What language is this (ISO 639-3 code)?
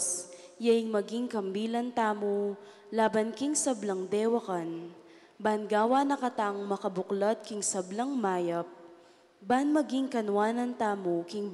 pam